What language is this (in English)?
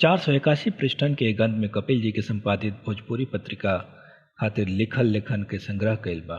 Bhojpuri